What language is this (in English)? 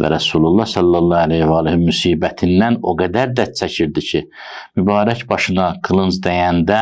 Azerbaijani